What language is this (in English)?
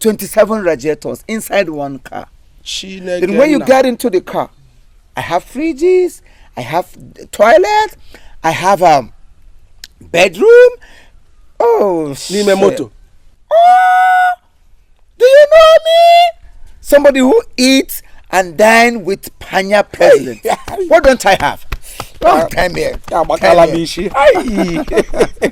Igbo